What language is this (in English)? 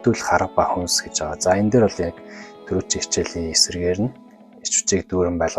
Mongolian